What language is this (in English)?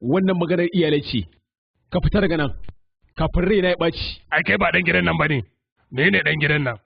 Hausa